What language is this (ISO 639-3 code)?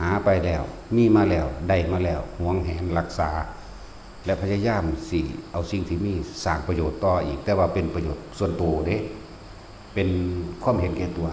tts